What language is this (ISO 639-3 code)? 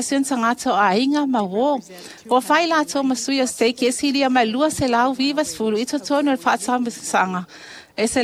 smo